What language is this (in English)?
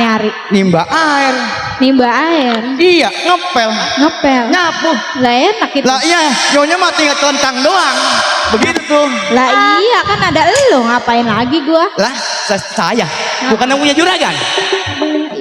Betawi